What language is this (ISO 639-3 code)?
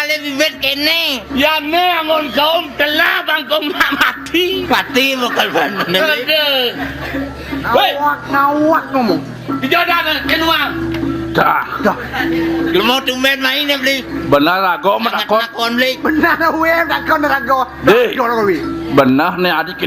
ban